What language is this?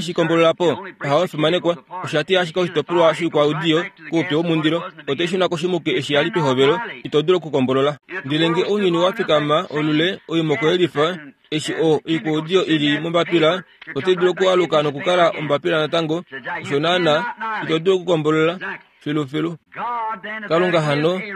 Kuanyama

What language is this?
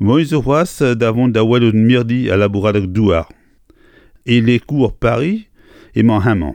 Breton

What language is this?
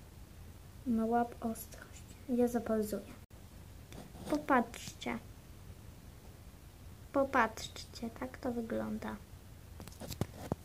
Polish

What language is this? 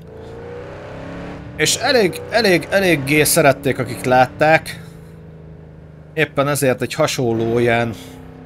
Hungarian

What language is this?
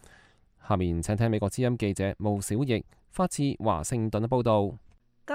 Cantonese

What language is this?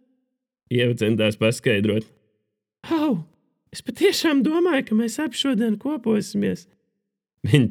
Latvian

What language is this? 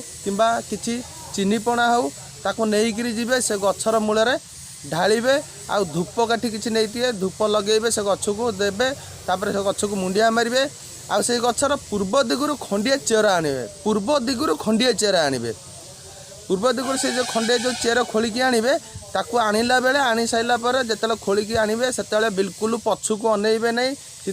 Odia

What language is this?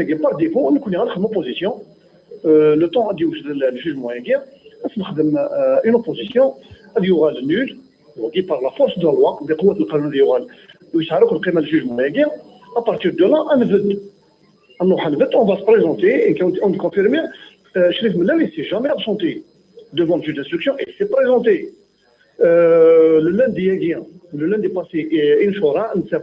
Kabyle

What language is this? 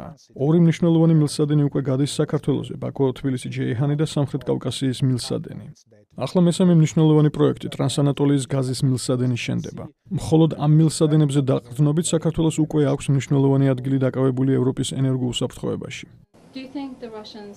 Georgian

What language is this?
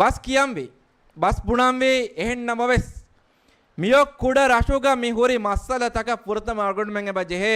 Divehi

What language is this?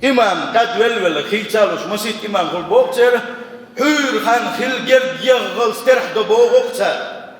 Chechen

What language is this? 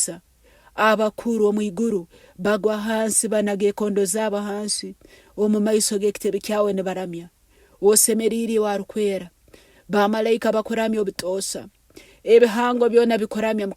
Nyankole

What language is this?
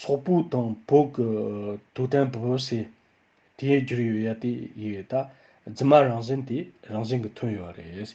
Tibetan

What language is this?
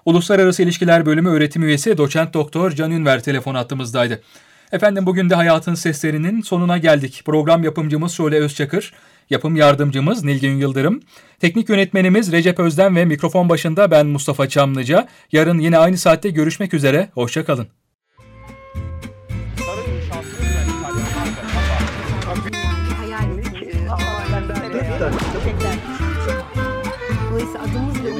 Turkish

